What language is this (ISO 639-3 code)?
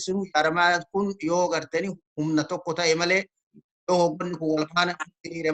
orm